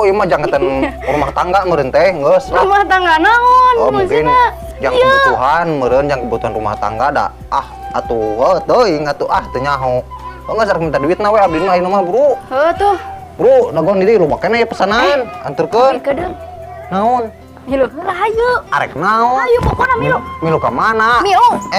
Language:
Sundanese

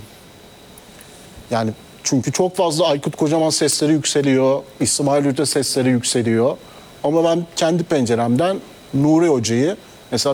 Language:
Turkish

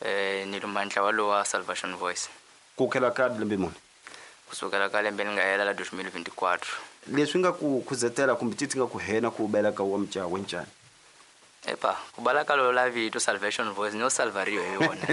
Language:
Tsonga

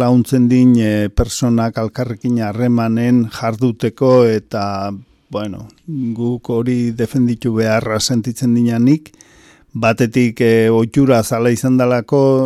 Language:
Basque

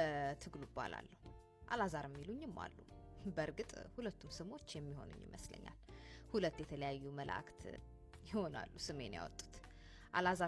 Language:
Amharic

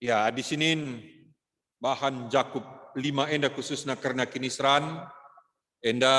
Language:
Batak Karo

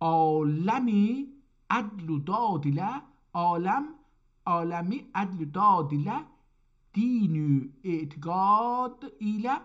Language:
South Azerbaijani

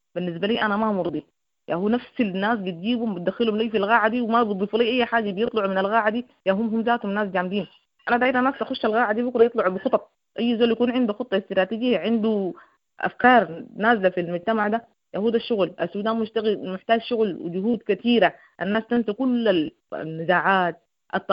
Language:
Sudanese Arabic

